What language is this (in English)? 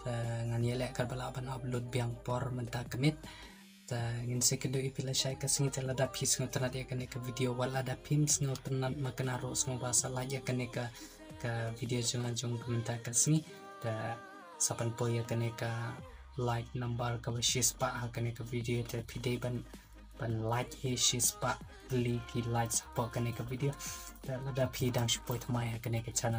Khasi